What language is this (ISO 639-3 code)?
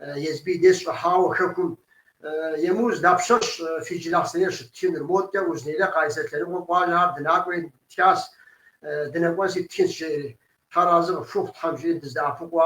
kbd